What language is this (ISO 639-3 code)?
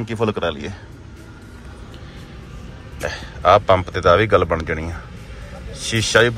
pan